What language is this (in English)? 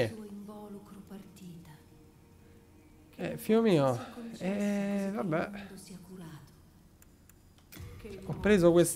Italian